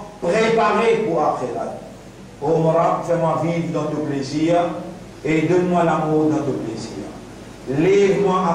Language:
Morisyen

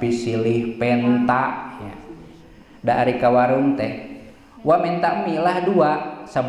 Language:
Sundanese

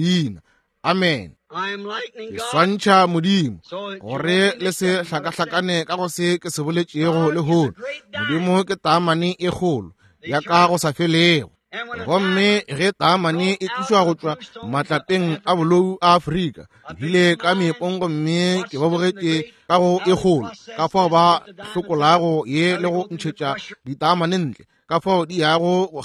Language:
Northern Sotho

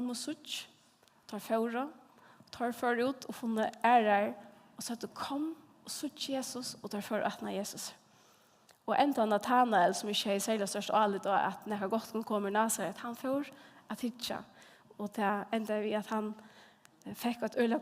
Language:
Faroese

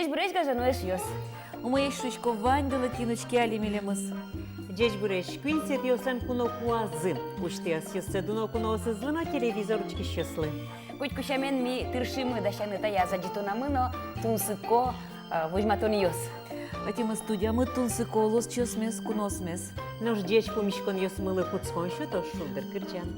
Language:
Udmurt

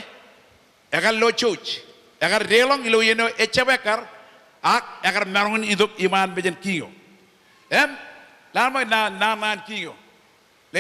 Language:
Marshallese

